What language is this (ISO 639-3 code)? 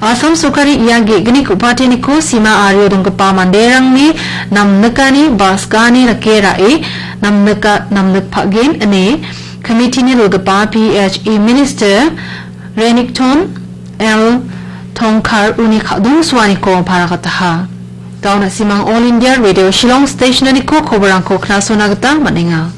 grt